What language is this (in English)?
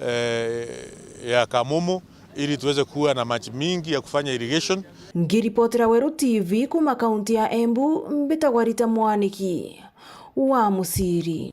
Meru